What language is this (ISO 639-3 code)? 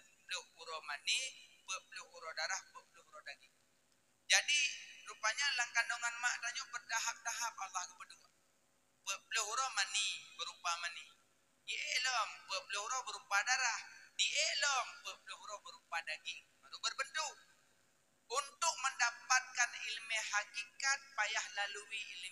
ace